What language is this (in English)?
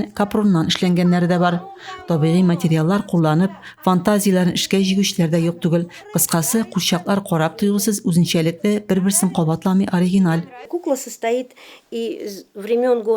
Tatar